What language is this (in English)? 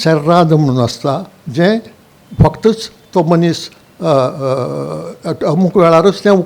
Konkani